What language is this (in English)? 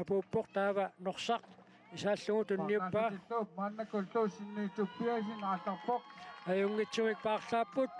Kalaallisut